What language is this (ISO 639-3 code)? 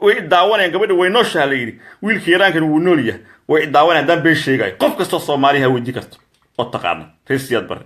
som